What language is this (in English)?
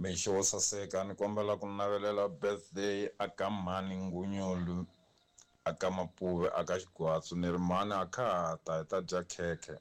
Tsonga